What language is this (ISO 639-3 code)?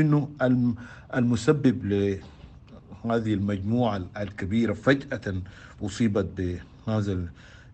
apd